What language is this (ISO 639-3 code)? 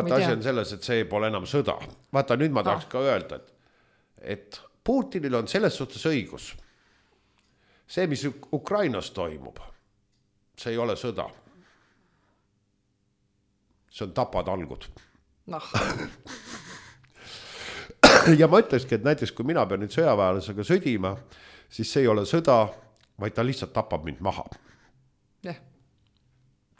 est